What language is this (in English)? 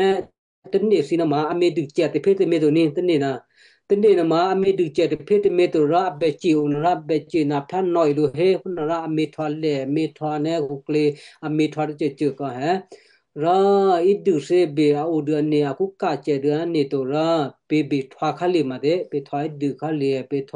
Western Kayah